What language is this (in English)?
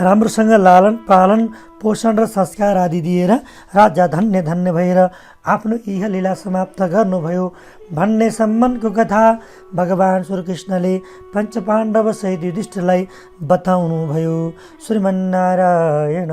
Nepali